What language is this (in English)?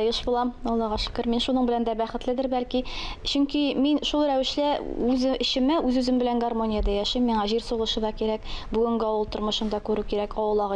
Tatar